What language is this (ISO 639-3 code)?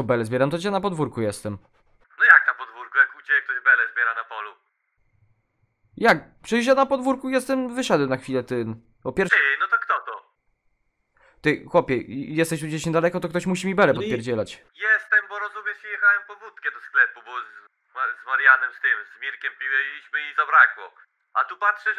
pol